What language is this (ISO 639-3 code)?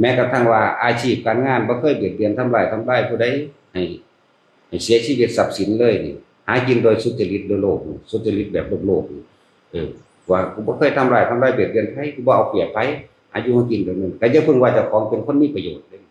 tts